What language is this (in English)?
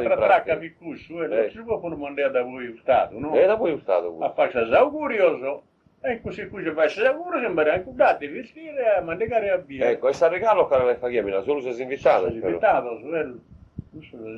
Sardinian